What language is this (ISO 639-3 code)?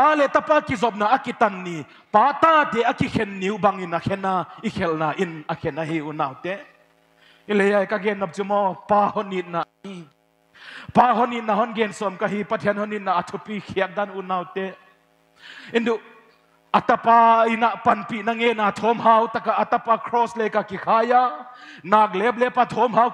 pck